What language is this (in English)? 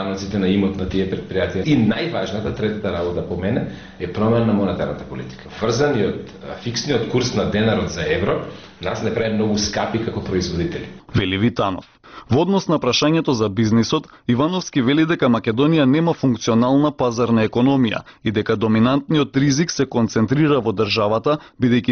Macedonian